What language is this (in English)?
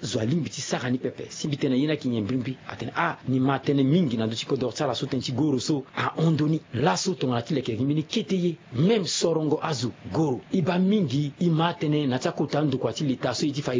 Sango